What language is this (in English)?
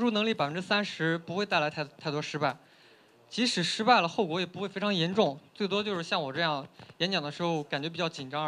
Chinese